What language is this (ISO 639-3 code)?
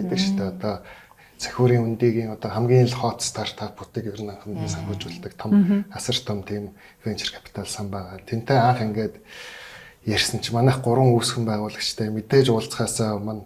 mon